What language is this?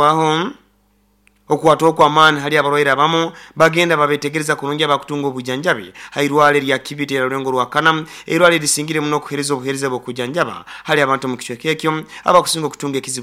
Nyoro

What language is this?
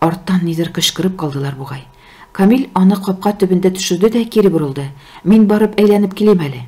Tatar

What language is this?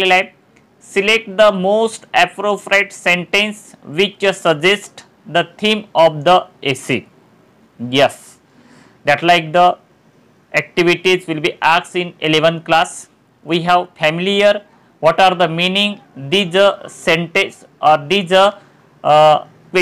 Marathi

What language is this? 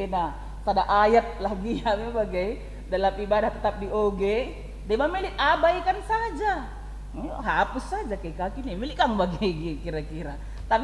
Batak Karo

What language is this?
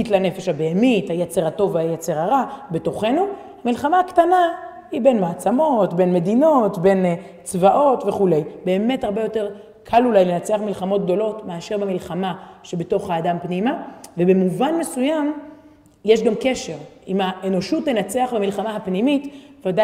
Hebrew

